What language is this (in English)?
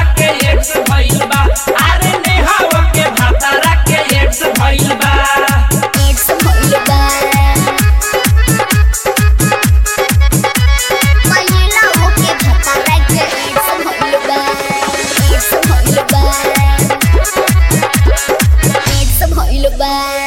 Bhojpuri